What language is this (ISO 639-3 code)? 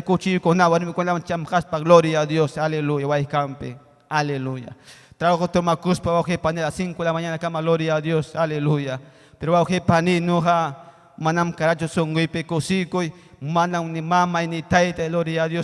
quy